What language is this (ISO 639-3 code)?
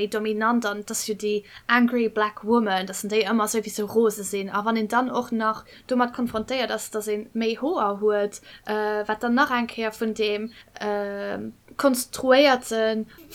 ltz